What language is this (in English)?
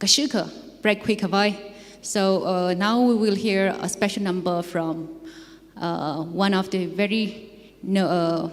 Tangkhul Naga (India)